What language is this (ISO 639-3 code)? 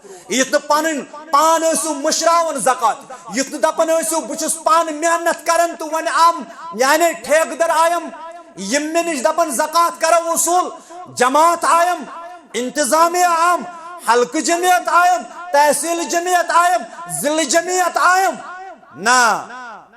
kas